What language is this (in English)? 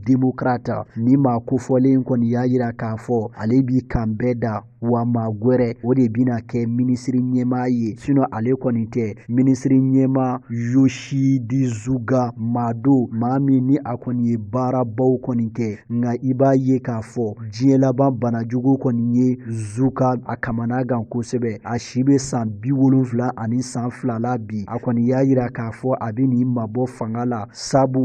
Bambara